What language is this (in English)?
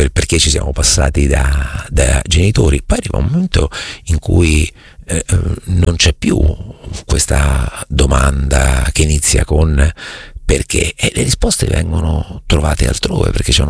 Italian